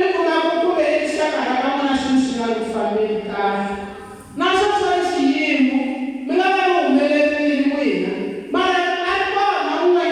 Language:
Tsonga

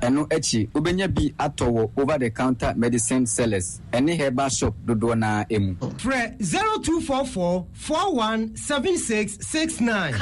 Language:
Akan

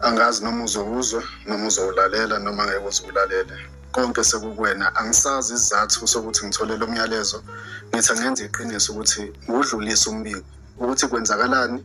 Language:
Zulu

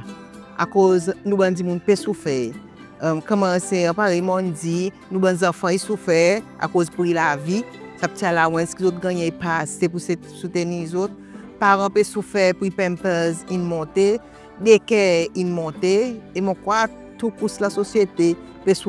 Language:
Seselwa Creole French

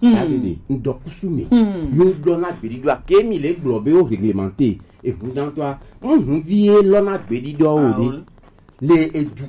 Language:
Gen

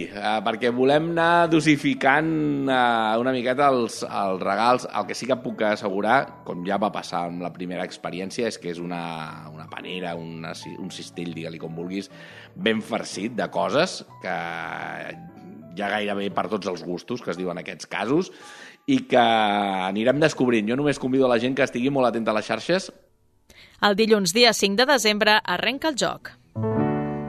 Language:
Catalan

